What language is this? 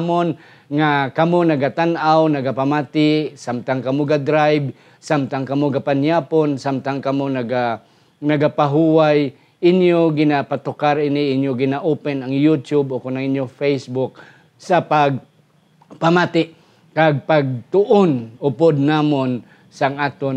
Hiligaynon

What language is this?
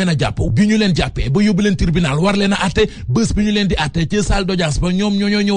Wolof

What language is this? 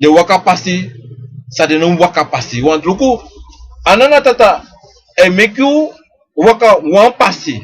Sranan Tongo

